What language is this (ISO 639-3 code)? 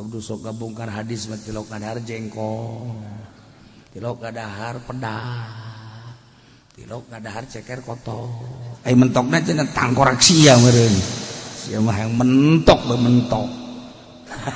sun